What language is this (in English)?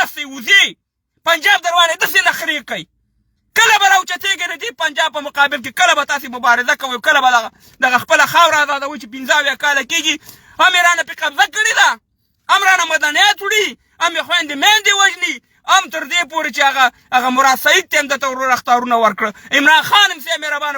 Pashto